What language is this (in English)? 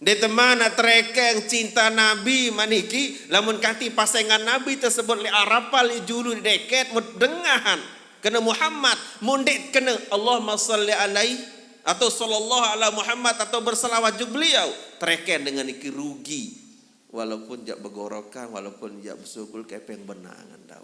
Sasak